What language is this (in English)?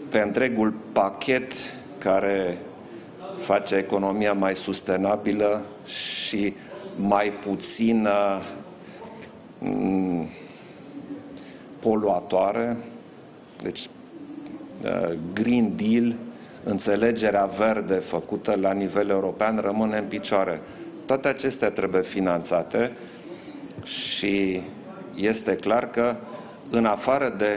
Romanian